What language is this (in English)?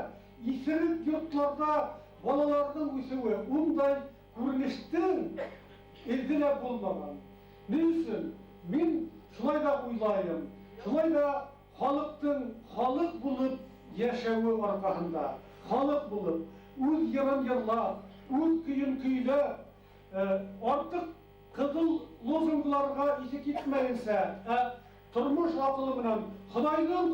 Bashkir